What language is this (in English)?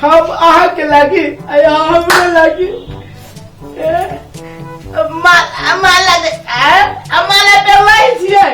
Maithili